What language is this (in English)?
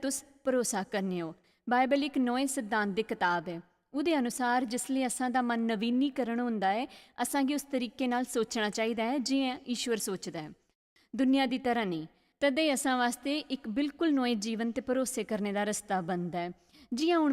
Dogri